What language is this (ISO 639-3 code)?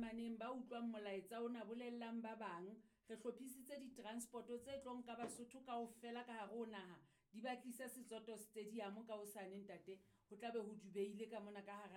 sot